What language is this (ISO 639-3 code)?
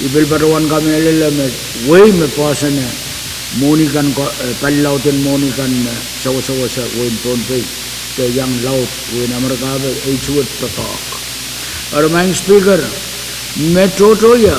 pon